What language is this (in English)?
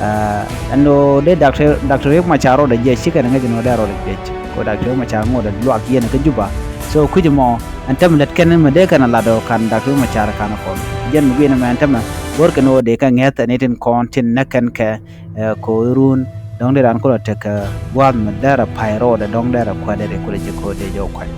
Nuer